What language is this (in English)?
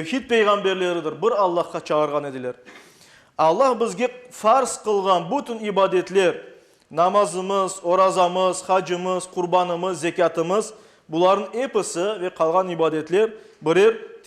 Crimean Tatar